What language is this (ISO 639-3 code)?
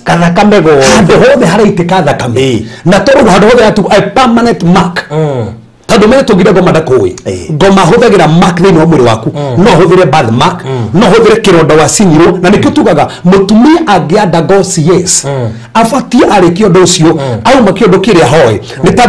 kik